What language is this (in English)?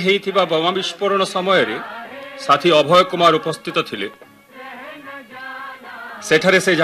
Odia